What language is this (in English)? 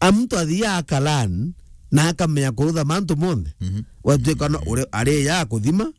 Meru